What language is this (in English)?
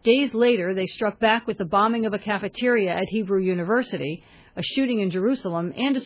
English